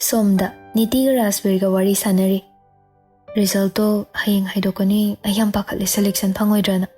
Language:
Manipuri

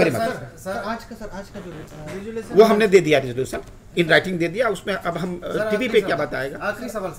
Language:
Hindi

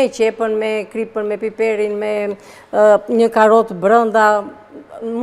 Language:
Albanian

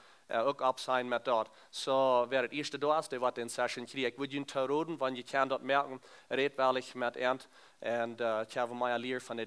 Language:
Plautdietsch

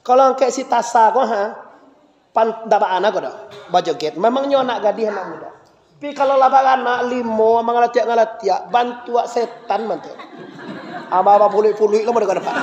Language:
Minangkabau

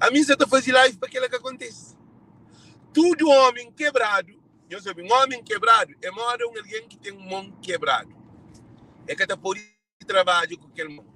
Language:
Kabuverdianu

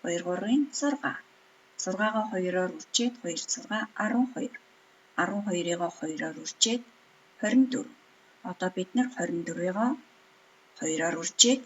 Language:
Mongolian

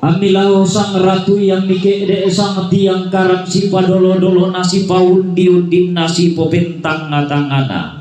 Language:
Toraja-Sa'dan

